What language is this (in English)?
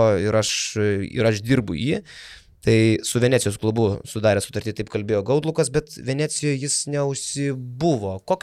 Lithuanian